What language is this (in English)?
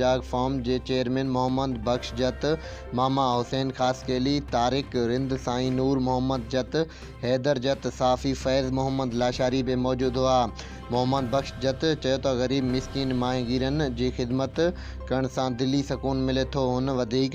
Sindhi